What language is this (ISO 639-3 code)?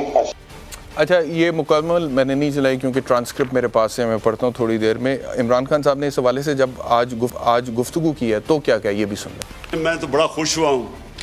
urd